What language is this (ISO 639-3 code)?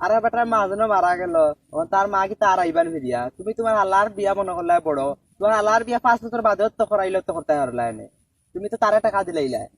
syl